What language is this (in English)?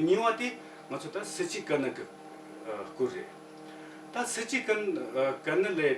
Tibetan